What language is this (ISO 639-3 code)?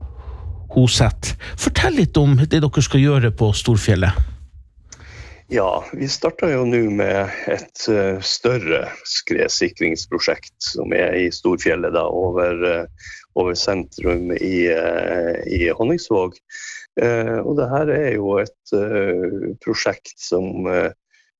nor